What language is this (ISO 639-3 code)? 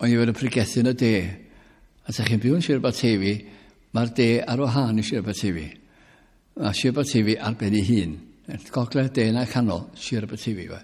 cym